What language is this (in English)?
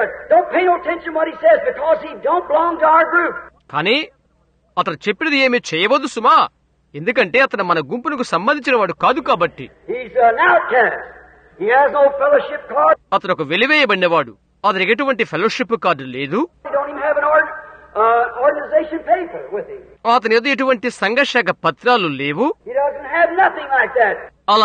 Telugu